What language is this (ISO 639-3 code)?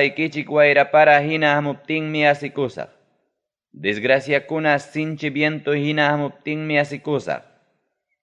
quy